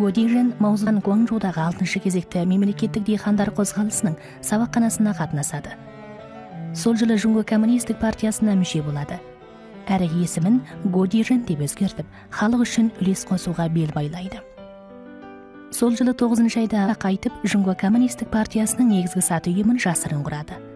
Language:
Kazakh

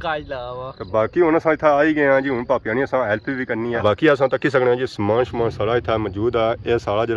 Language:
Pahari-Potwari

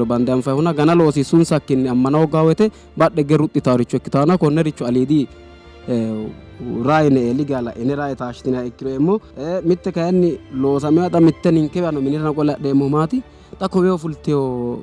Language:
Sidamo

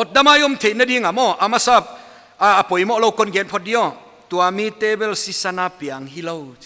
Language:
Paite Chin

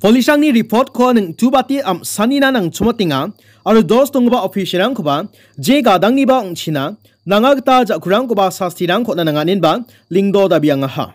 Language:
Garo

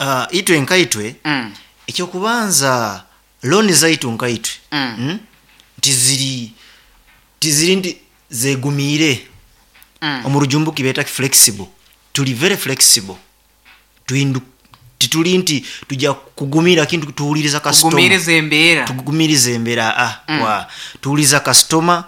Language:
Nyoro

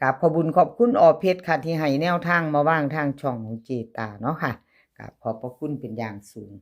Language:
Lao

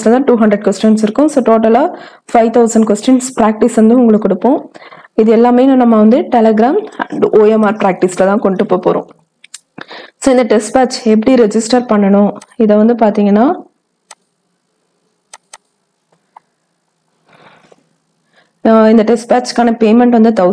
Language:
Tamil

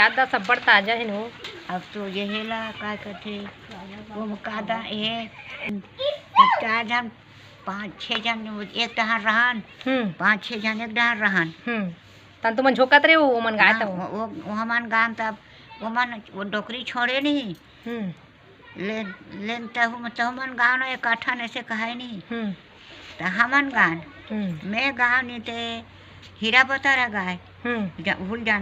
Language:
Chhattisgarhi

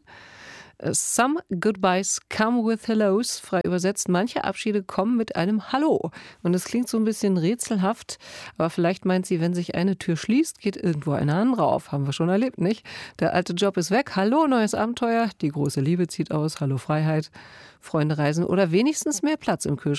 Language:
German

